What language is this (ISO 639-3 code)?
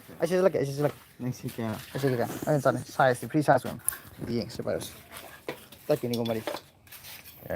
mni